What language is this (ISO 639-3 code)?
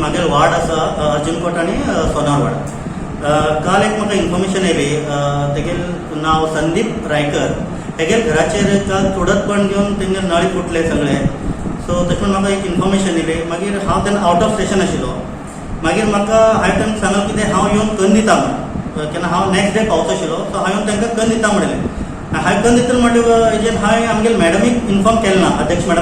kok